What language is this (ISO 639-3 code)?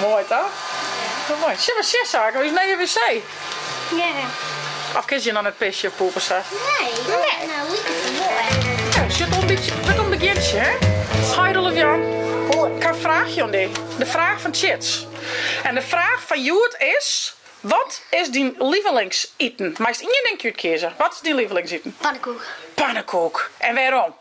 fry